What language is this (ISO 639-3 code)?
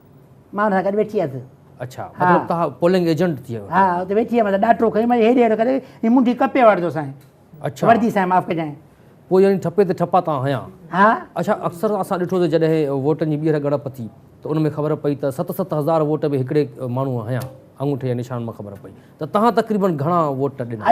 snd